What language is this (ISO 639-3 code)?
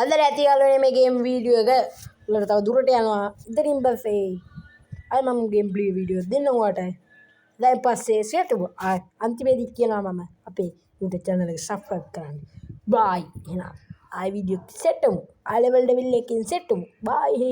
sin